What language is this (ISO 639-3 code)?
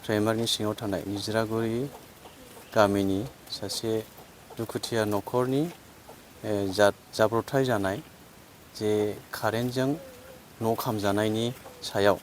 brx